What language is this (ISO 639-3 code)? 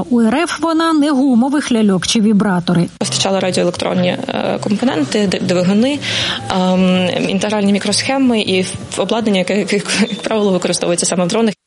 ukr